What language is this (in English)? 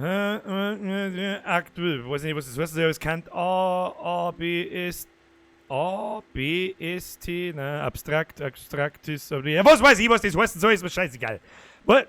Bavarian